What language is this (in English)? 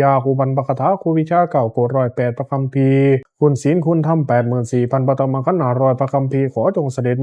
Pali